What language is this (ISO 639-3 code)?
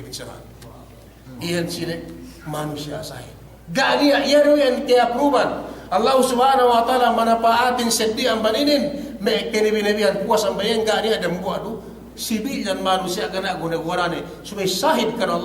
yka